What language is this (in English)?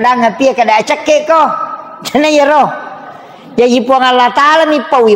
Buginese